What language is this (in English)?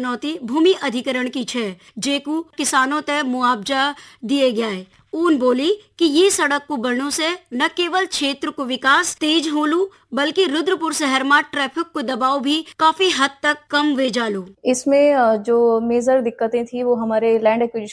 Garhwali